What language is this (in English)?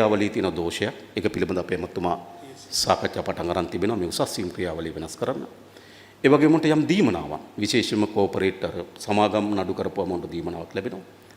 Sinhala